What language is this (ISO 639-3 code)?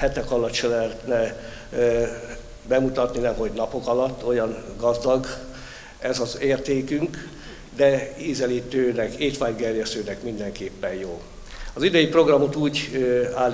hun